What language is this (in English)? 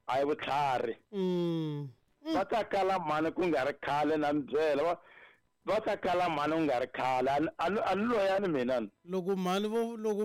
Tsonga